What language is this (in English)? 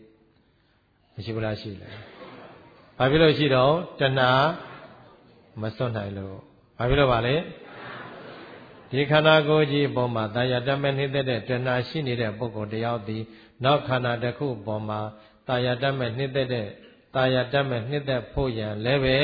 Burmese